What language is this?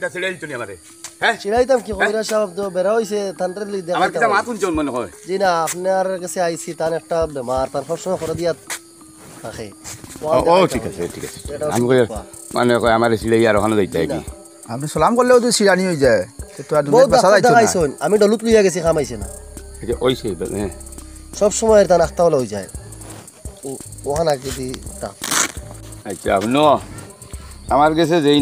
Sylheti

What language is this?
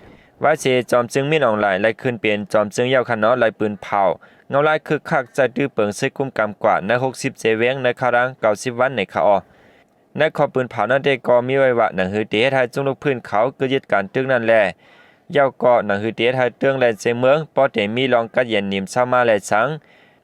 Shan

